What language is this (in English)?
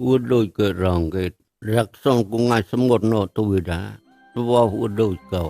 Mon